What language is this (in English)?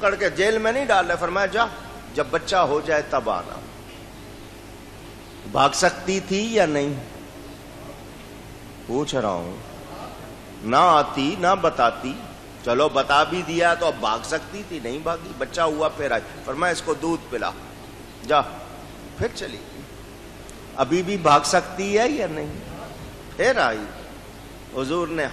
Urdu